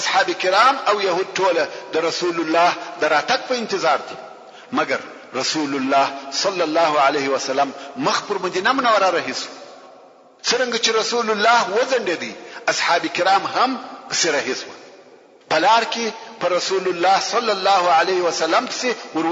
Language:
Pashto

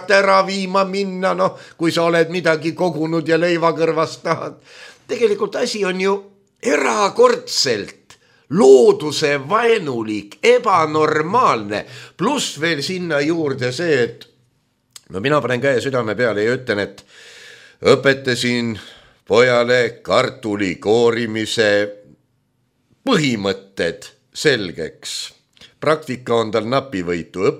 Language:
Estonian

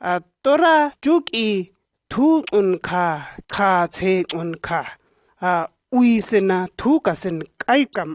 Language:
Shua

